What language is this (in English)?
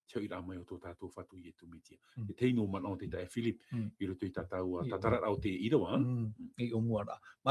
Tahitian